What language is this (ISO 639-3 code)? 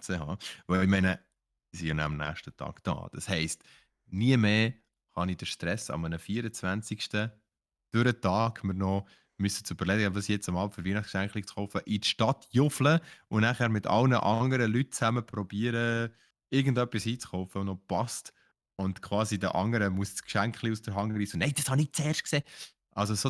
gsw